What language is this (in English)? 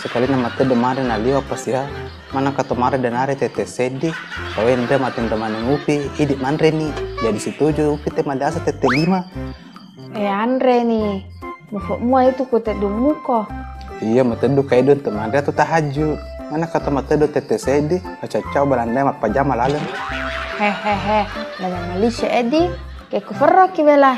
Buginese